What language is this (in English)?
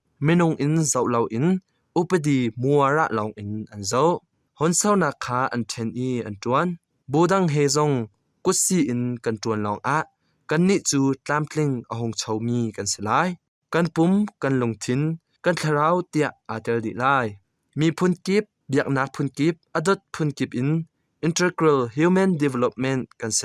Hakha Chin